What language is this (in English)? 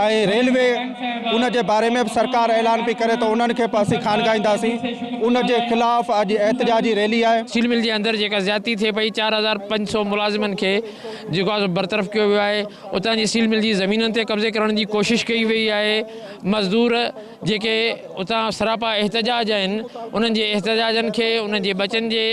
Sindhi